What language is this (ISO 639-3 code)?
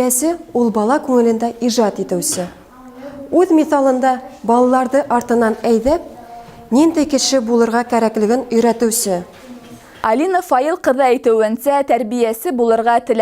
bak